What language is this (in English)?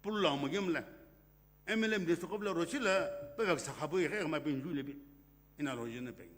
Sumi Naga